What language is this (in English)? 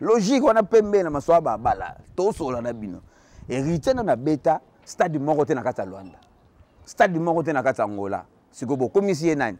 Lingala